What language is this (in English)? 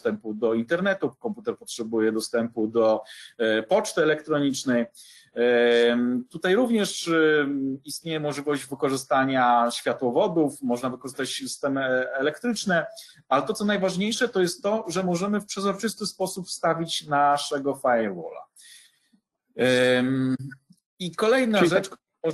Polish